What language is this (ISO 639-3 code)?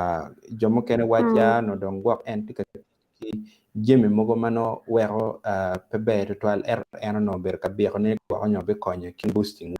ach